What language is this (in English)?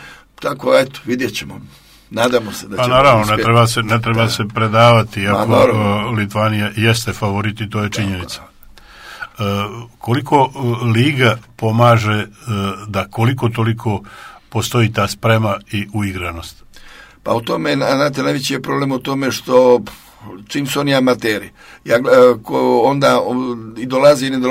Serbian